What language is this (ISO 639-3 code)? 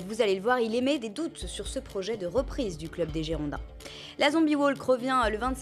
fra